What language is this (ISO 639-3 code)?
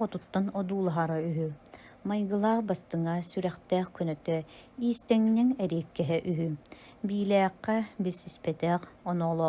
sah